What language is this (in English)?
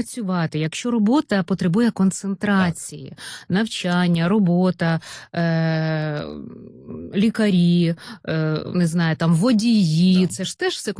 Ukrainian